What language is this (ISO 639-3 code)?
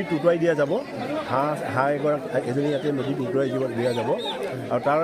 asm